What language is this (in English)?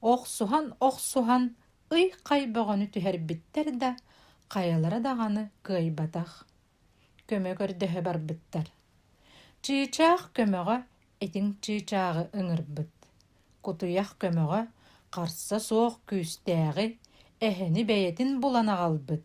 Yakut